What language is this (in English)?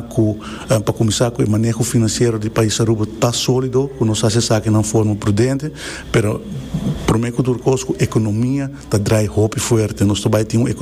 Papiamento